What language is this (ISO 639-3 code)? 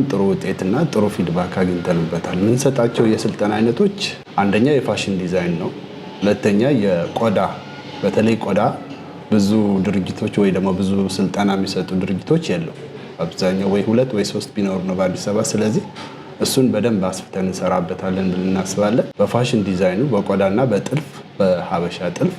amh